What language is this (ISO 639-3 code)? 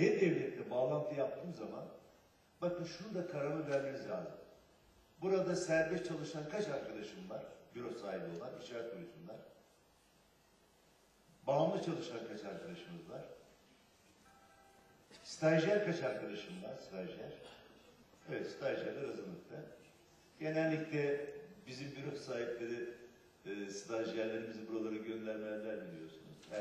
tur